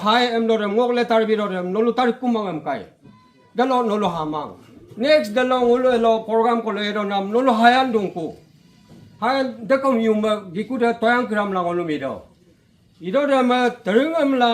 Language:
Adi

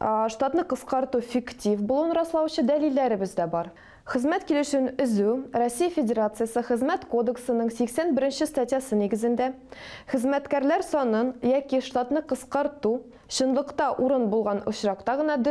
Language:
Tatar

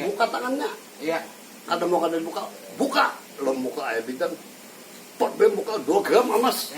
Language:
Banjar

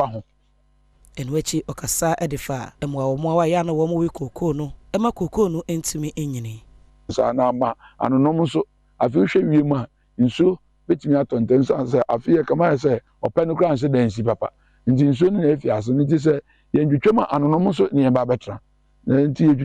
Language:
Akan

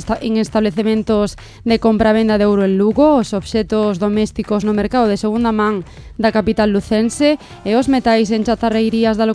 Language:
Galician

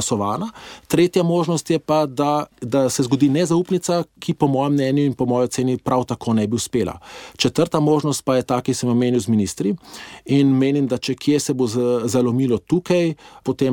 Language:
Slovenian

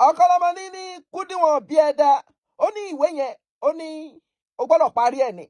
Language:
Yoruba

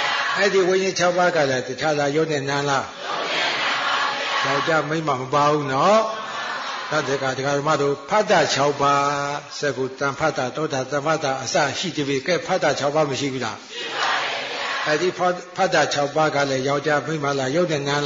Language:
Burmese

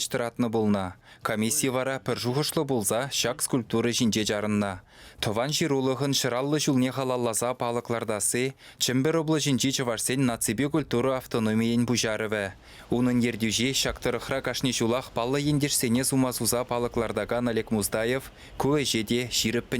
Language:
Chuvash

